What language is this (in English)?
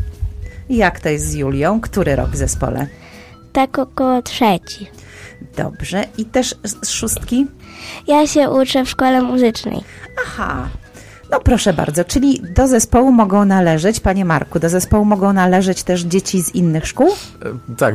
Polish